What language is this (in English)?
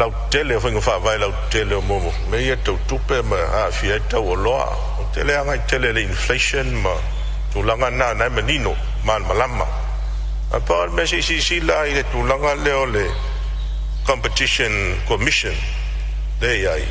Samoan